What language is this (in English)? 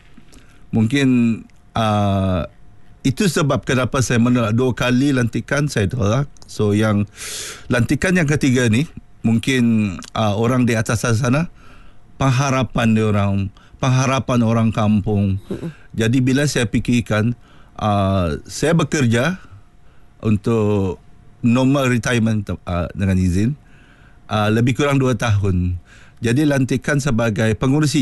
Malay